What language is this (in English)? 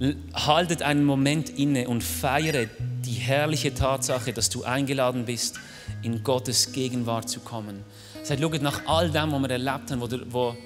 Swiss German